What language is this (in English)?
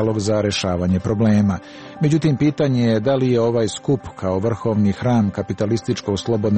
Serbian